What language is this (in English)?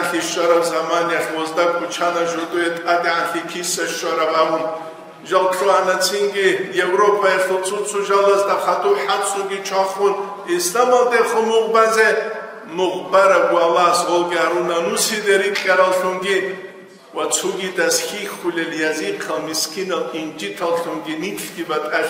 Avaric